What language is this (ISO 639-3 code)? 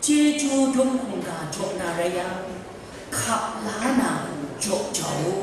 kac